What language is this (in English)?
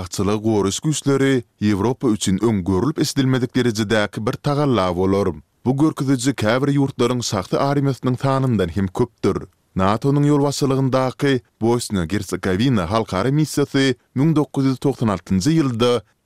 Turkmen